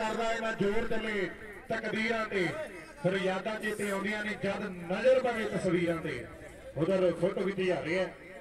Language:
Punjabi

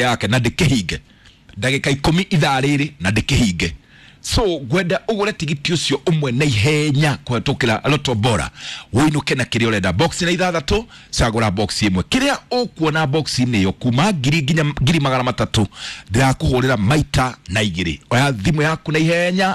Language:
Kikuyu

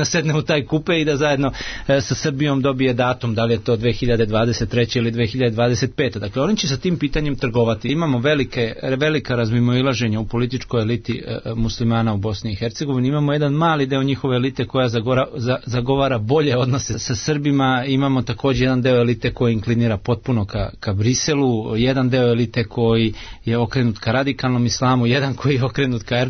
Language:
Serbian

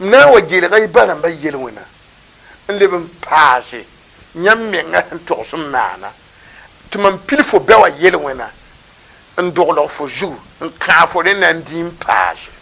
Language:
Mossi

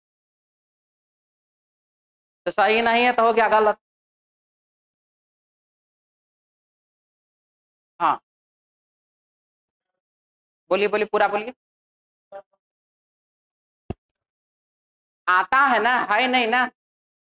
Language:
Hindi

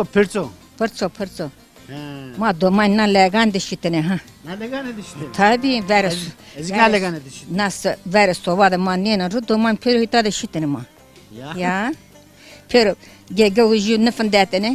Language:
Zaza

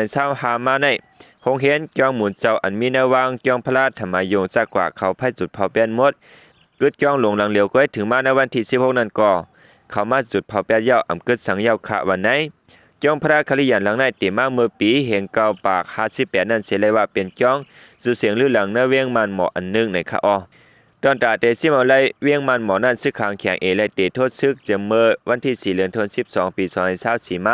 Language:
Shan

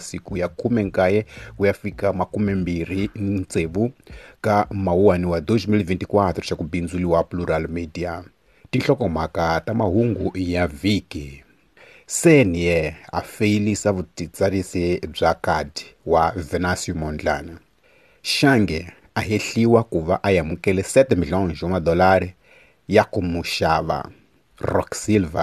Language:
Tsonga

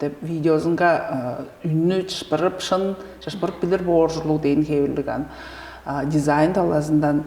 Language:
Tuvinian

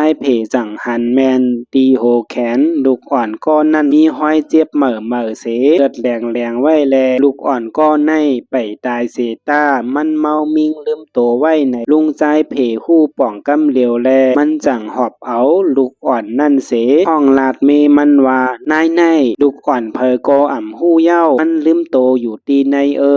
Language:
Shan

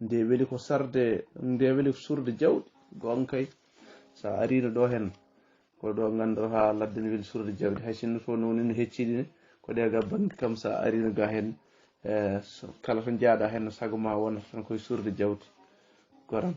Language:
Fula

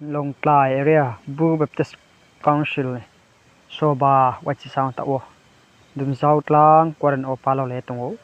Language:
Riang (India)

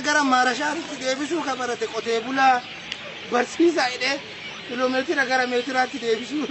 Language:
Oromo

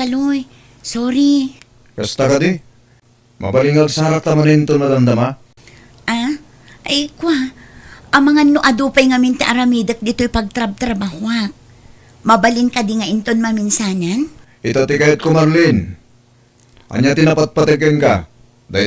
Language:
Iloko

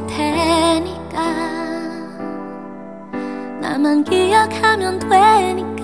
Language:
Korean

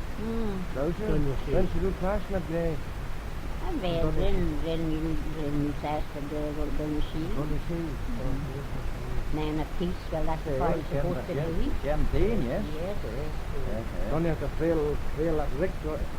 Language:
Manx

